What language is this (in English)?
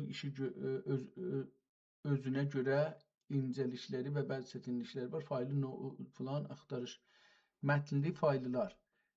South Azerbaijani